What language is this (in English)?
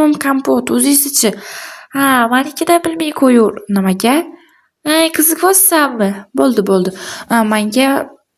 Uzbek